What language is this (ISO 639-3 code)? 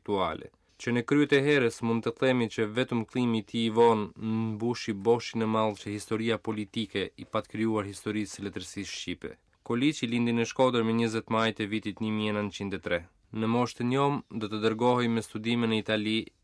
sqi